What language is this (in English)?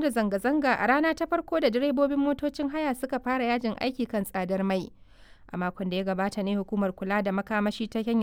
Hausa